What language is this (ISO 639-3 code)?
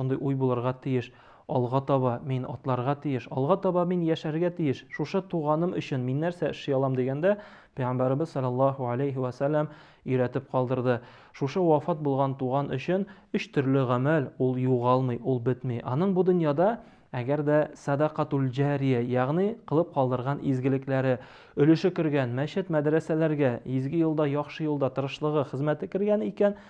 tat